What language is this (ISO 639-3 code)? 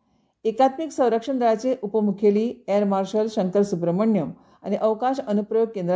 kok